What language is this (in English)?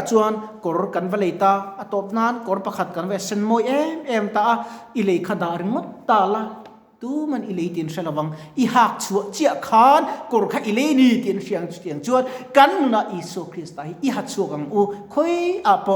Mizo